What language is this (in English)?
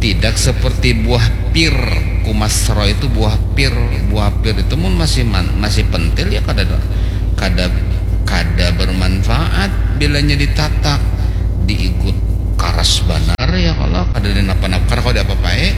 Banjar